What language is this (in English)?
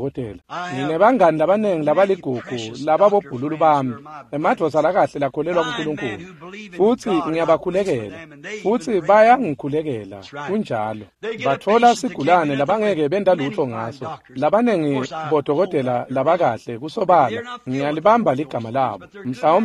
Swati